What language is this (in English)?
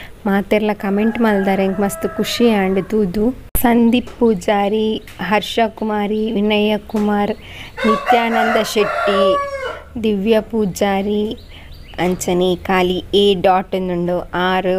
Tulu